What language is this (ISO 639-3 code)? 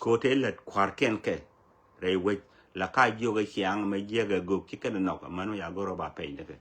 nus